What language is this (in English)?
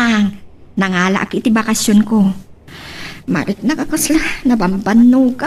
Iloko